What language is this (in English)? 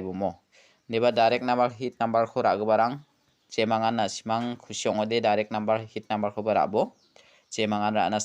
Garo